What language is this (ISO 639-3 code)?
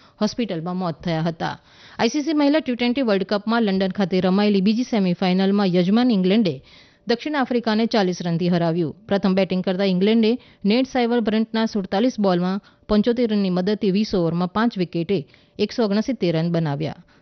guj